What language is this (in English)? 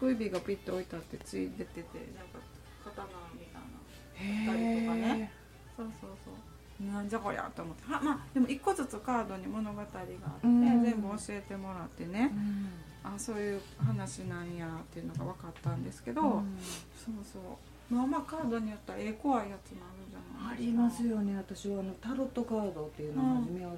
Japanese